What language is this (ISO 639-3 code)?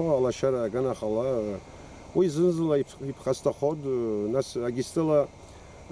abk